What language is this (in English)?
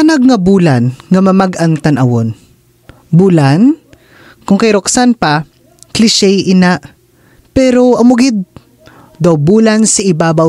Hiligaynon